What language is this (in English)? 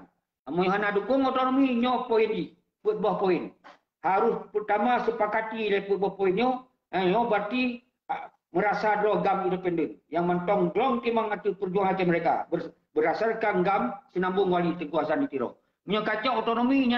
Achinese